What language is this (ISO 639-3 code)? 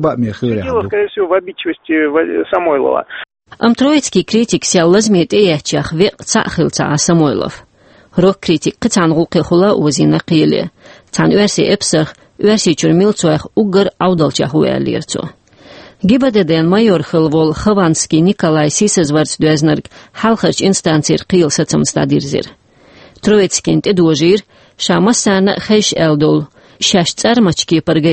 che